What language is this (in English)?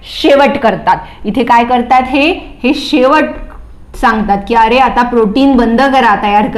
Marathi